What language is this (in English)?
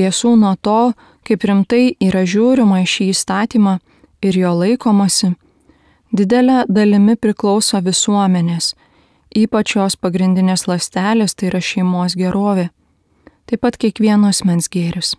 Lithuanian